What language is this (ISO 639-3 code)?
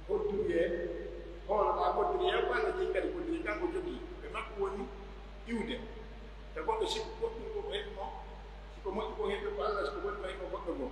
fuf